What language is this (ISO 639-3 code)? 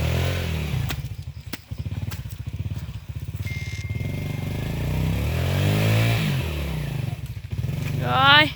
lao